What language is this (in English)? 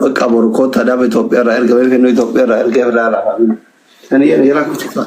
Oromo